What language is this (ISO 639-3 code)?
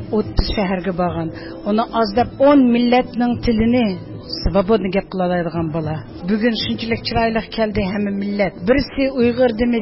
uig